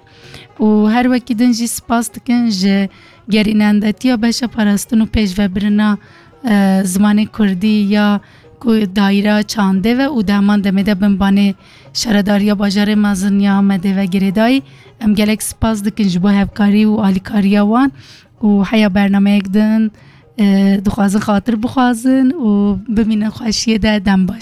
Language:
Kurdish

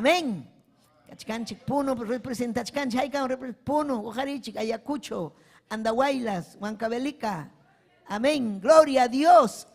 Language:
Ayacucho Quechua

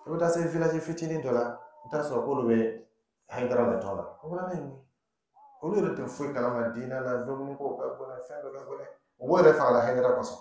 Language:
Dyula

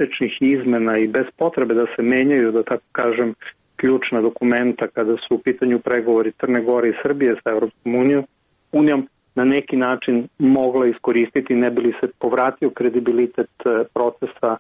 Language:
Serbian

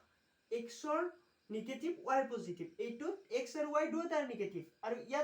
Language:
Assamese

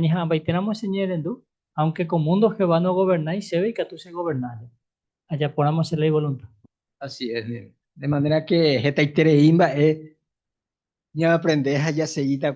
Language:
Guarani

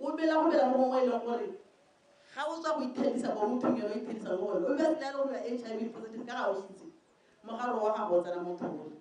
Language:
Tswana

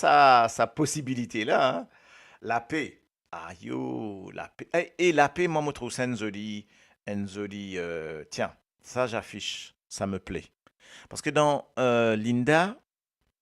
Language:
Morisyen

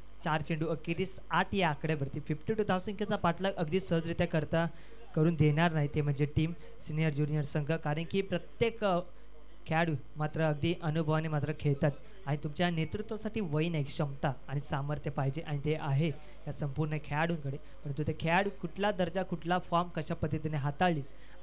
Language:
Marathi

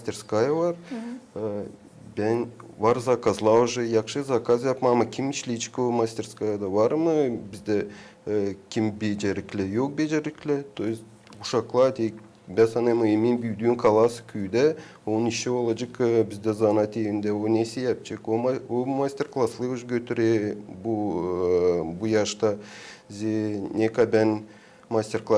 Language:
Gagauz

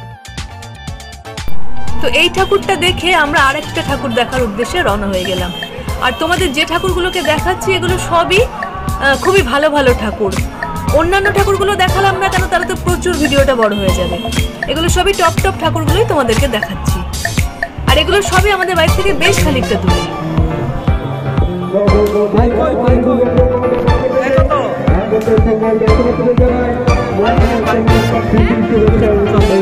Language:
Bangla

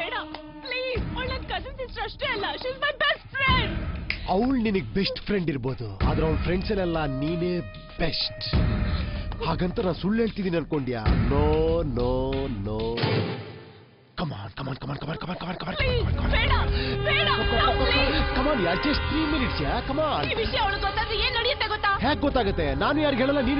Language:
Kannada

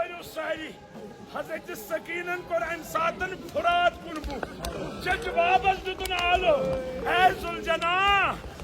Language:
Kashmiri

